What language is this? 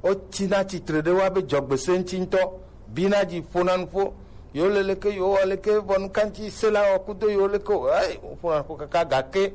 Gen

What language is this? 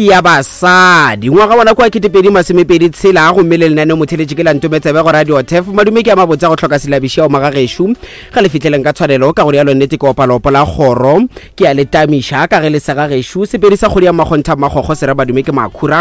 Northern Sotho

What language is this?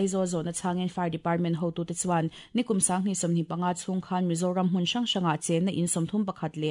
Mizo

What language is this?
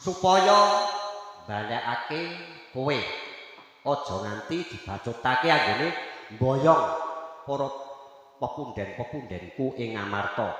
Javanese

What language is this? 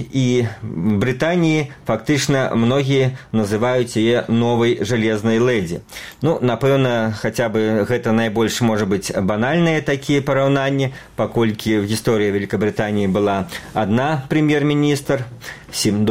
Belarusian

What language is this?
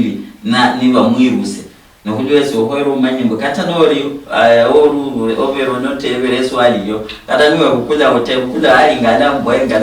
Luyia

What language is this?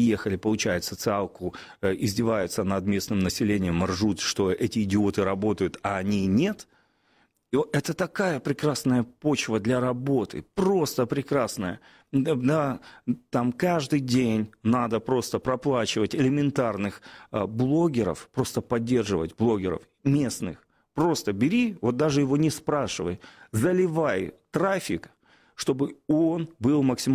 Russian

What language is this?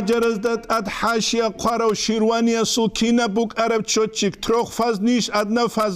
Avaric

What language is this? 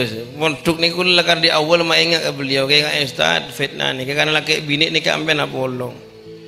Madurese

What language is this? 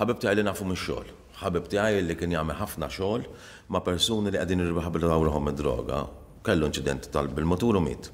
Maltese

